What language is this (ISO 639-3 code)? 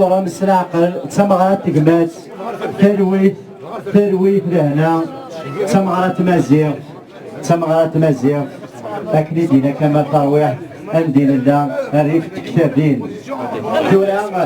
kab